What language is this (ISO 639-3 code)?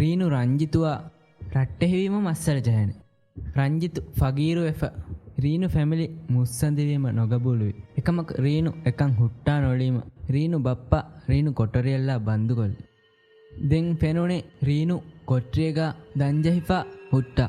div